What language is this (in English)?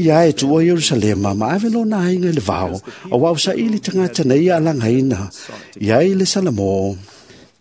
Samoan